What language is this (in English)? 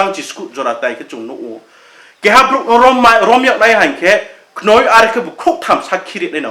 Riang (India)